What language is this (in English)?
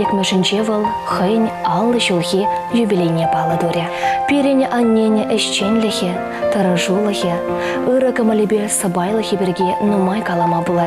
Chuvash